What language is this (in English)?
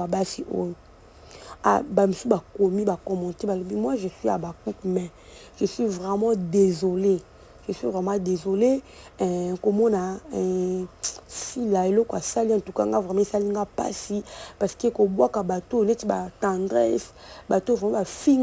Lingala